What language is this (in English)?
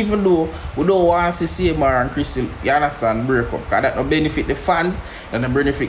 Jamaican Creole English